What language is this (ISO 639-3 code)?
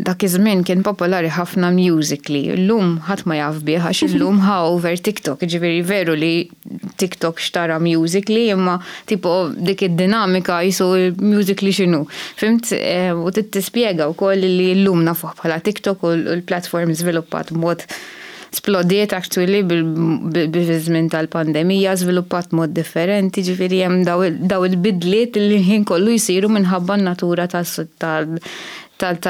mlt